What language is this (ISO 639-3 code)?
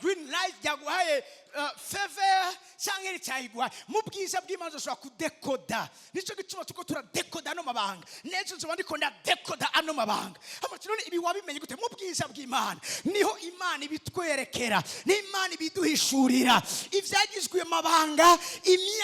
run